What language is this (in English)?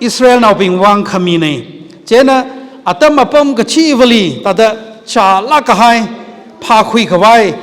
Tangkhul Naga (India)